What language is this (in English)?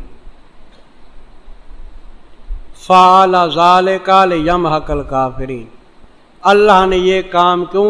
Urdu